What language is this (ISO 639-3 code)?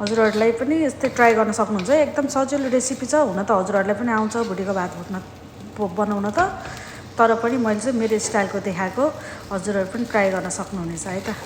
nep